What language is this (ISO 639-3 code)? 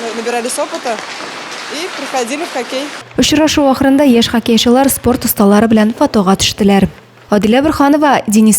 tat